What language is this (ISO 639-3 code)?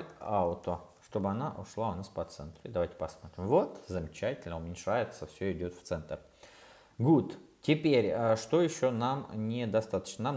rus